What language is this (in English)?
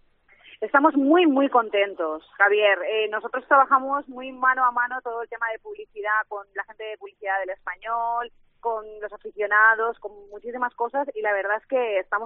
Spanish